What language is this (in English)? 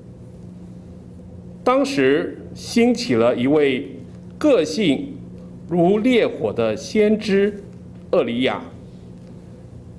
Chinese